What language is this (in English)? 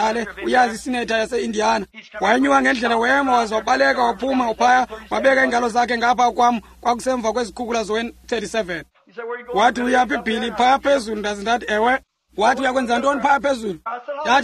Xhosa